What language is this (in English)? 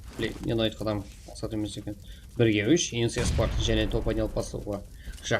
Kara-Kalpak